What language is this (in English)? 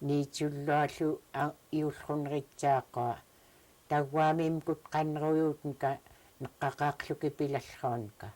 Central Yupik